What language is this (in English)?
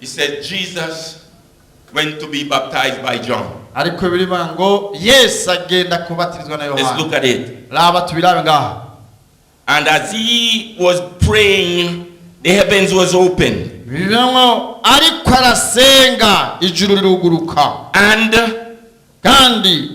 Rundi